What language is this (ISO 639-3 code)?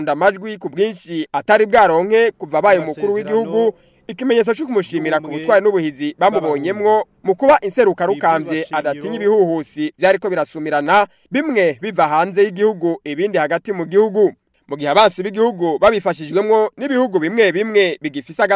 run